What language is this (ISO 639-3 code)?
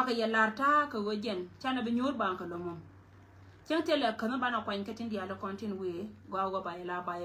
nus